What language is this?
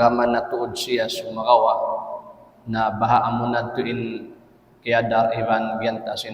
Tausug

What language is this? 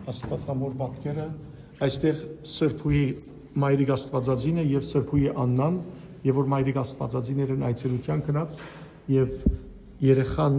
Western Armenian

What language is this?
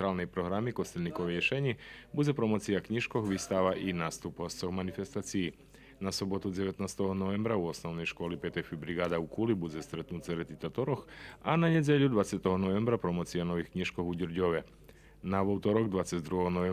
Rusyn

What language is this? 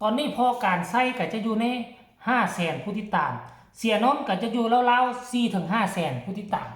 Northeastern Thai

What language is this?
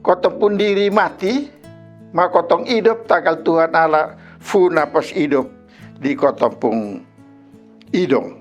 Kupang Malay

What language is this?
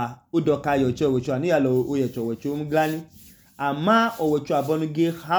Idoma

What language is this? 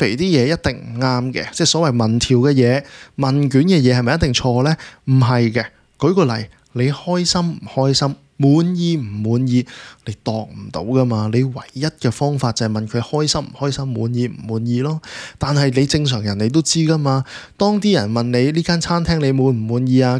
Cantonese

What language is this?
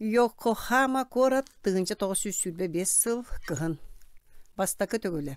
Yakut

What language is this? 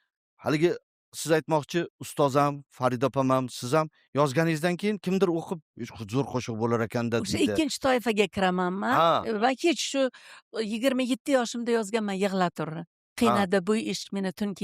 Uzbek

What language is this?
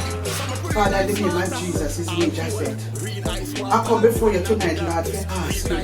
Jamaican Creole English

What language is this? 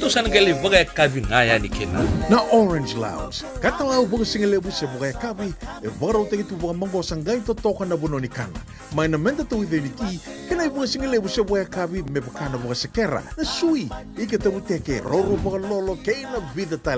Fijian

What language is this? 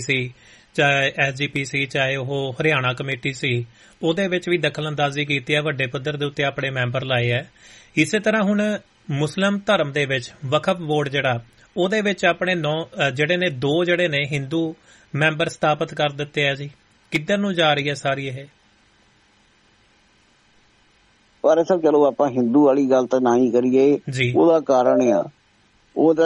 Punjabi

